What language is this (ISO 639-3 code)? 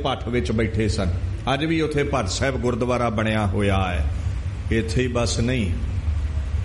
pan